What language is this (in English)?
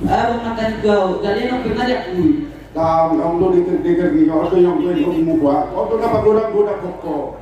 Batak Toba